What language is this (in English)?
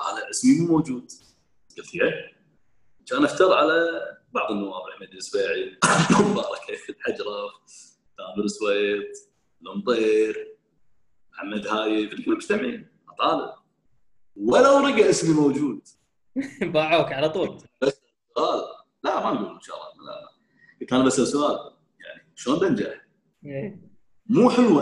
Gulf Arabic